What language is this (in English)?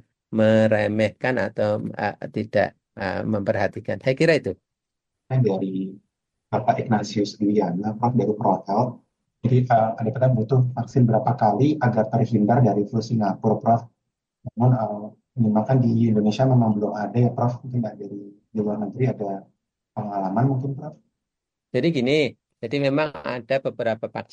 Indonesian